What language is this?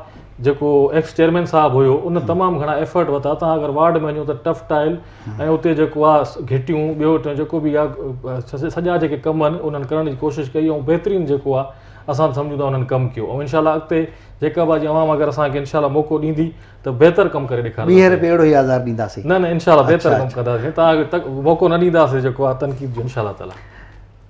Sindhi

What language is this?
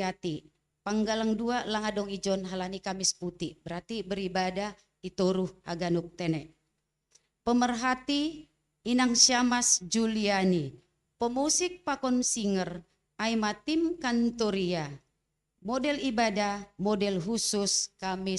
Batak Simalungun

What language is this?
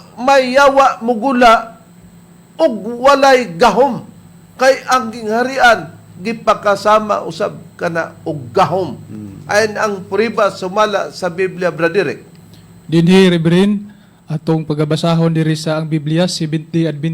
Cebuano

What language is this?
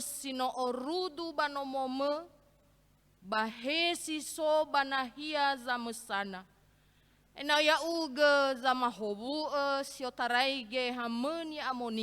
Nias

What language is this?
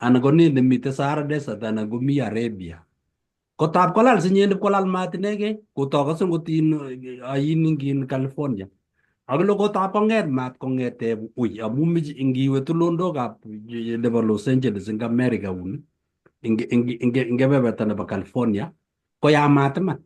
Kalenjin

